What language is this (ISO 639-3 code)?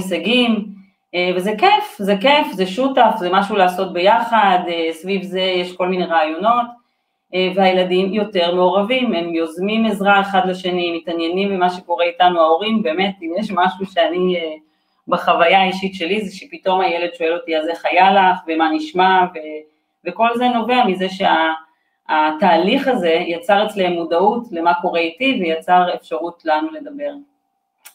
heb